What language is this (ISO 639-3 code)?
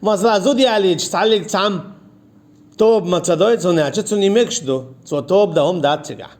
che